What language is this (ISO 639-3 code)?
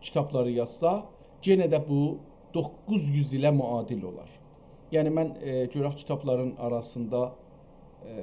azb